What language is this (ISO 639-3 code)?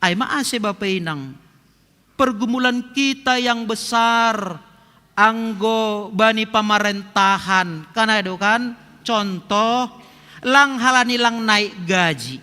bts